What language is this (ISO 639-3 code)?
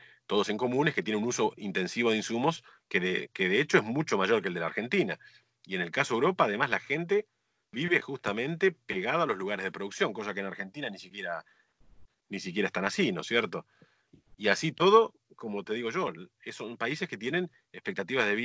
spa